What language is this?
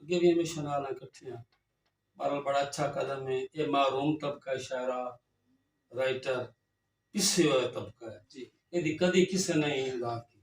Saraiki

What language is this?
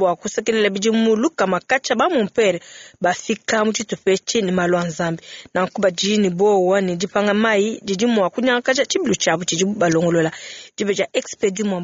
Luba-Lulua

